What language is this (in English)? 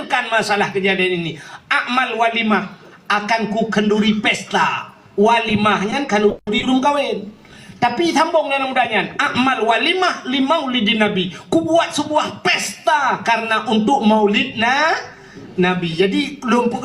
Achinese